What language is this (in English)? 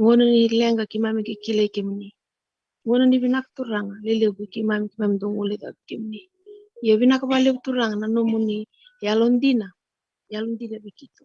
Fijian